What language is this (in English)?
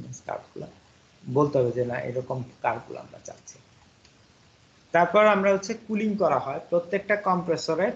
Bangla